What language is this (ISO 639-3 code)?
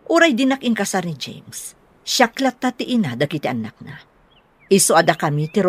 ilo